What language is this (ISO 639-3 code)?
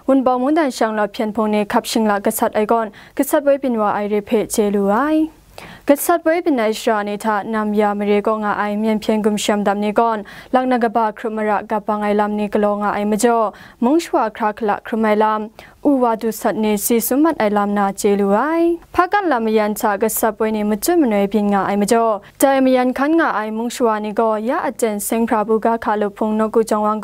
kac